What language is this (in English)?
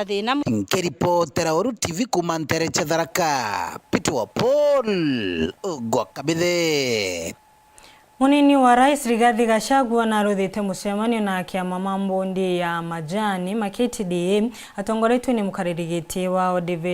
Meru